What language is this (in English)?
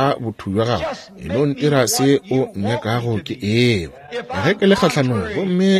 Northern Sotho